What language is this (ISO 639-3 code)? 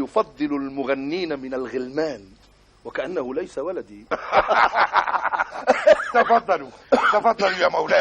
apc